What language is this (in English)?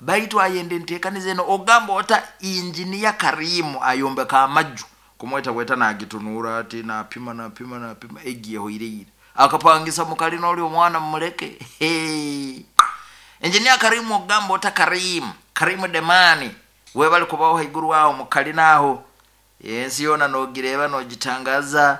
Nyoro